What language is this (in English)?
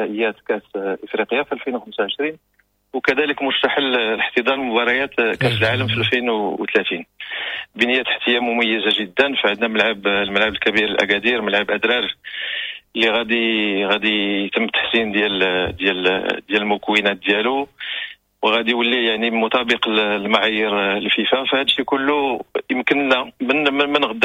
Moroccan Arabic